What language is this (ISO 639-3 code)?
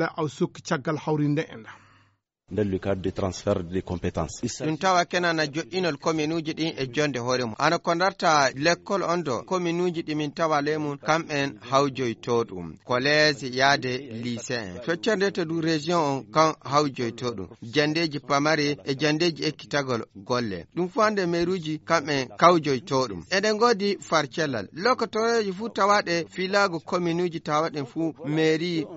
ful